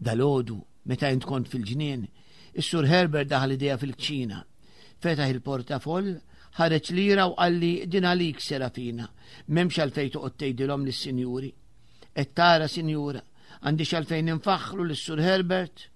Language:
Maltese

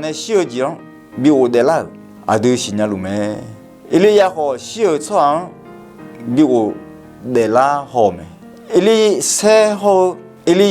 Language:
Akha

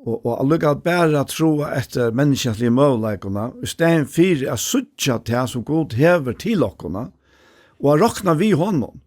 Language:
Faroese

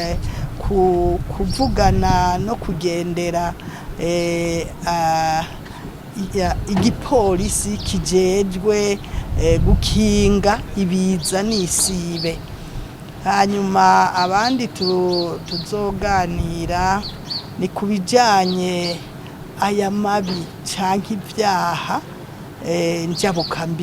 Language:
Rundi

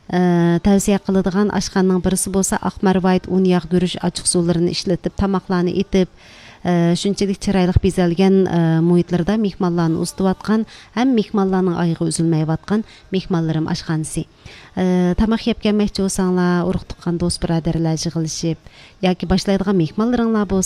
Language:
Uyghur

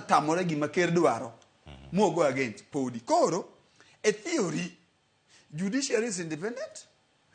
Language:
Luo (Kenya and Tanzania)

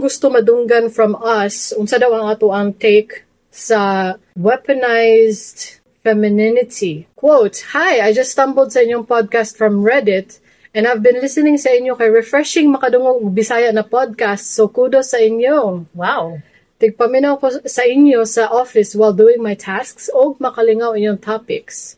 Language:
Cebuano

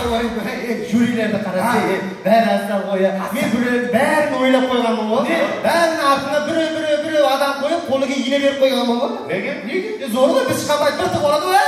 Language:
Kara-Kalpak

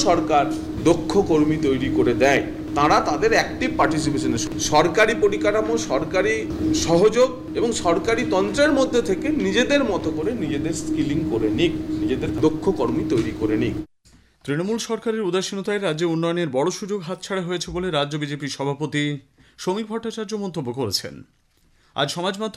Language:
Bangla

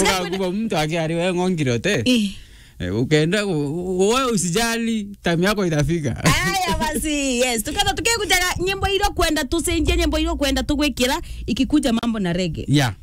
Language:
Meru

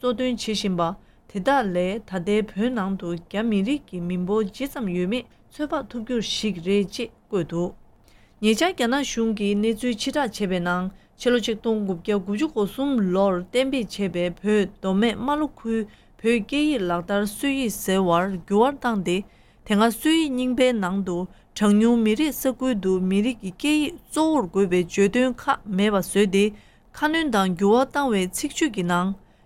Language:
Tibetan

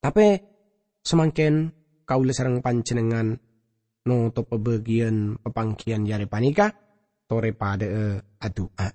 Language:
Madurese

